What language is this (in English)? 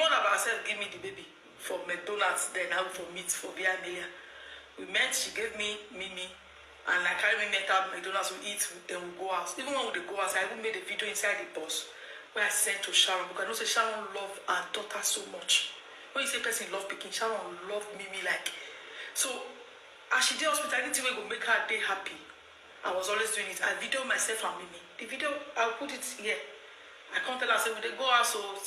Nigerian Pidgin